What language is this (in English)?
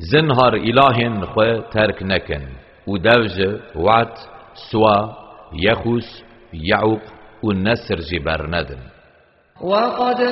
Kurdish